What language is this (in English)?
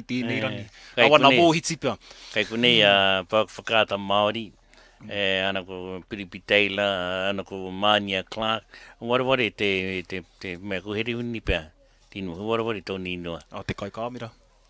Māori